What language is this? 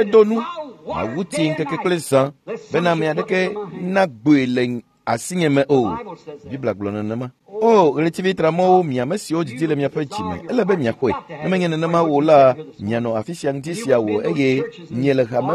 Ewe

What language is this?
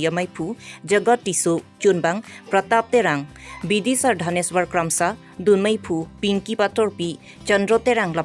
Karbi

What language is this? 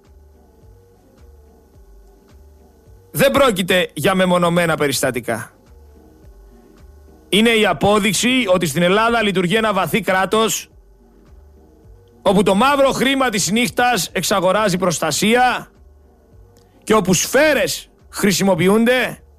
Greek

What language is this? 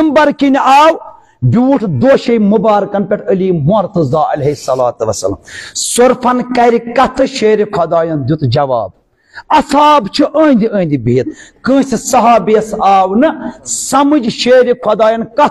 Kashmiri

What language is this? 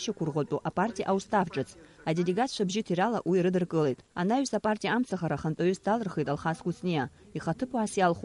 Abkhazian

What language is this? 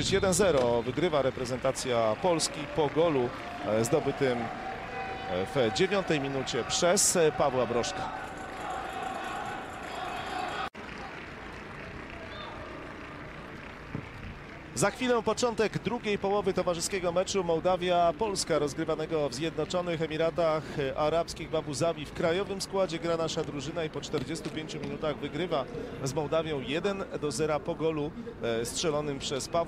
Polish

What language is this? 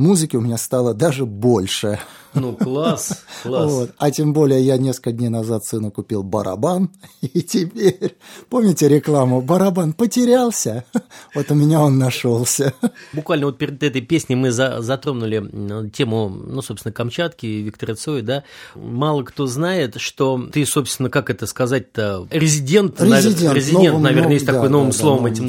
Russian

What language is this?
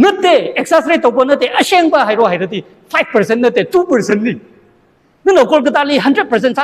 Tangkhul Naga (India)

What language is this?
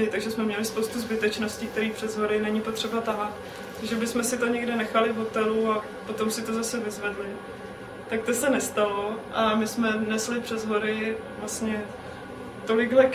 Czech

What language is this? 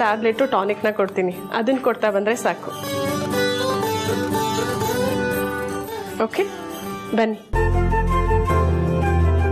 Kannada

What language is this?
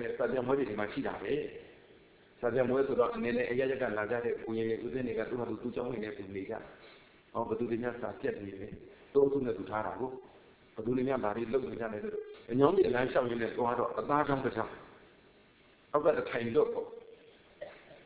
Burmese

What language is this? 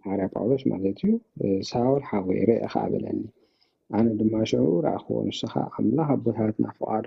Tigrinya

